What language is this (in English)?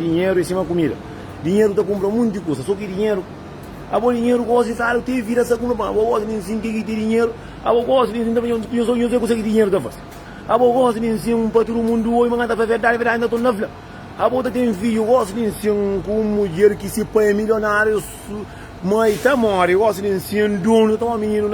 Kabuverdianu